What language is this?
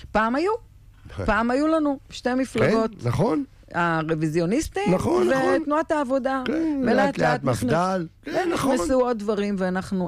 Hebrew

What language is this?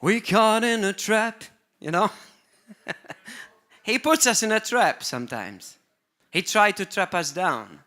English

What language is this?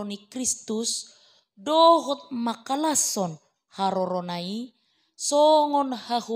Batak Toba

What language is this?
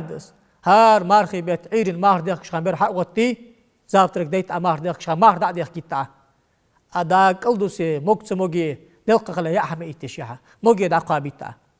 Ingush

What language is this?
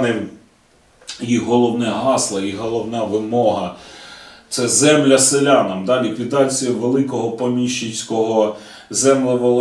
Ukrainian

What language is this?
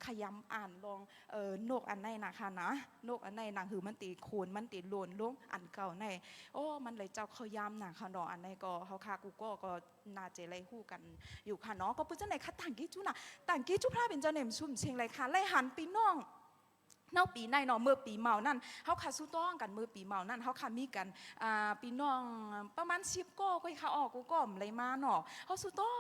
Shan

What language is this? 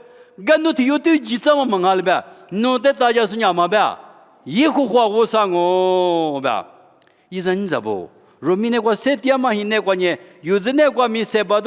Lisu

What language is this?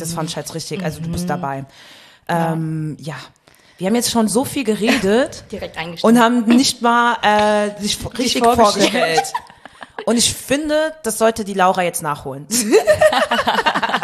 German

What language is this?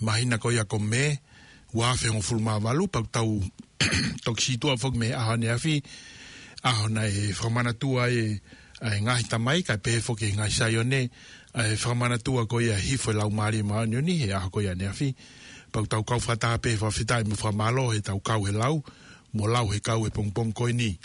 Tongan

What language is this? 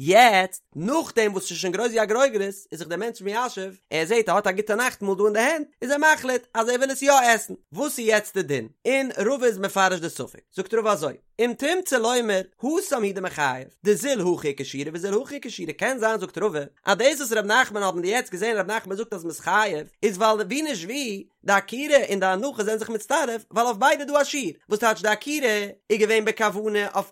Yiddish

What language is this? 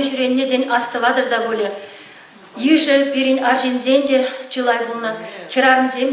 Chuvash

